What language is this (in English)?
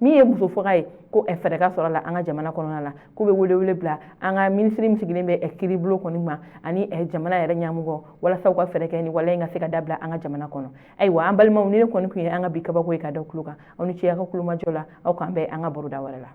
Bambara